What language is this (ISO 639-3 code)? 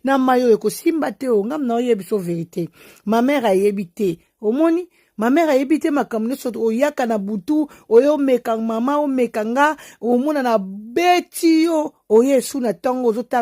lin